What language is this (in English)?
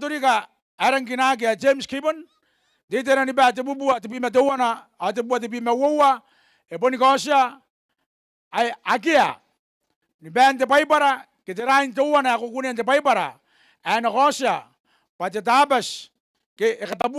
Gilbertese